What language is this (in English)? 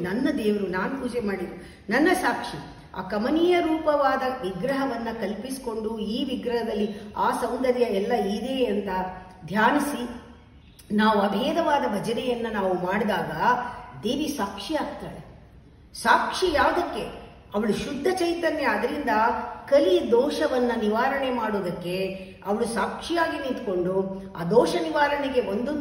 Kannada